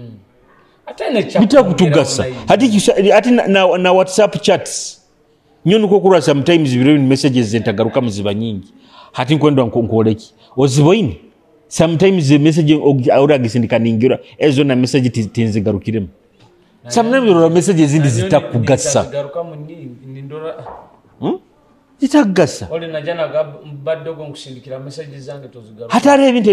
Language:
Nyoro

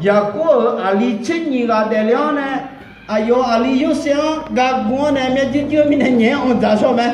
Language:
Akha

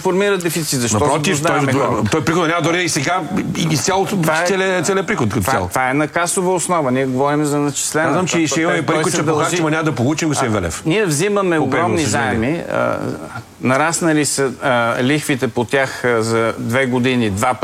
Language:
Bulgarian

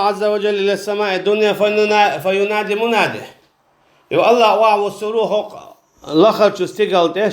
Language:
Chechen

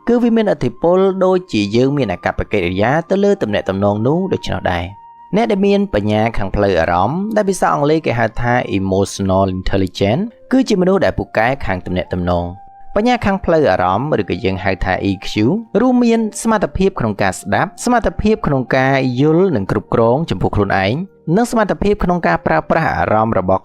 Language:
Khmer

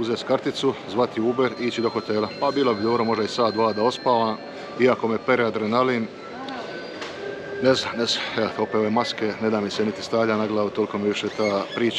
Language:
Croatian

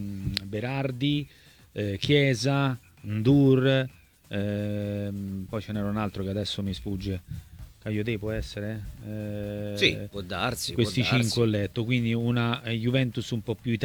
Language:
Italian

